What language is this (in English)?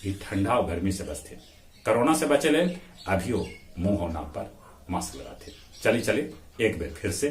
Magahi